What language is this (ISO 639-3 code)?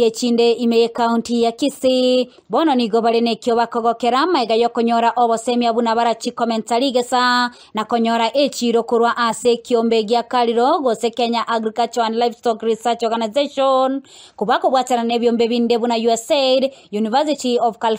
guz